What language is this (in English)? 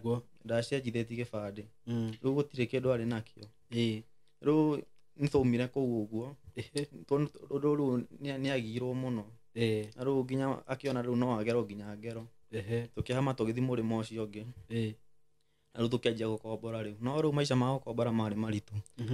Kikuyu